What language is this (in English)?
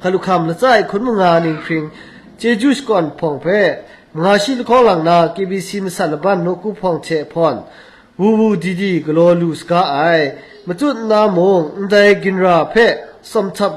Kachin